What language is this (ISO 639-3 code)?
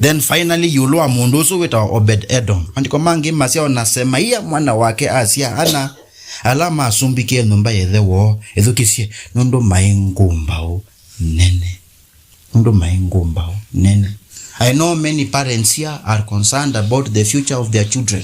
kam